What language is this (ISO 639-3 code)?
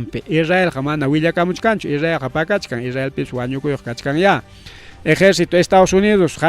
quy